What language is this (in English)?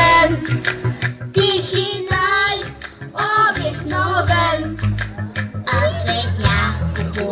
Bulgarian